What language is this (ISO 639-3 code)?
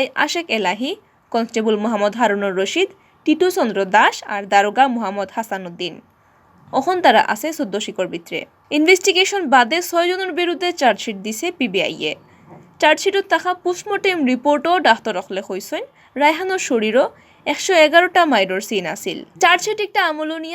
syl